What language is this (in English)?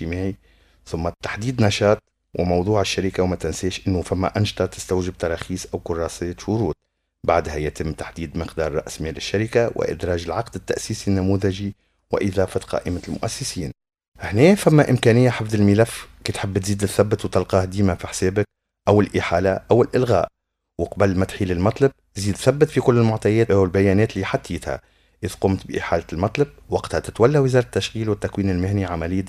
Tunisian Arabic